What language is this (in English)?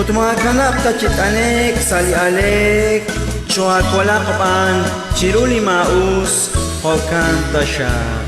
Kekchí